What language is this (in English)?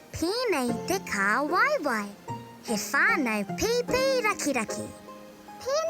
Māori